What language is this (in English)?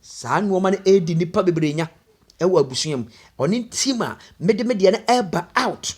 Akan